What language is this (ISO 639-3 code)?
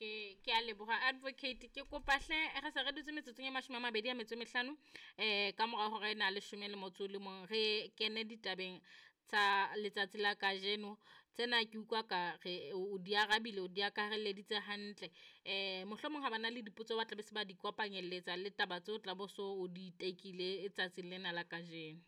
sot